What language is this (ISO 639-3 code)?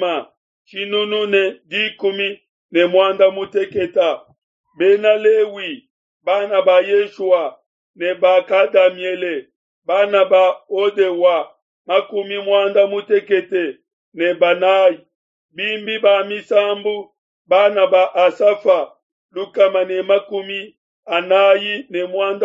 lua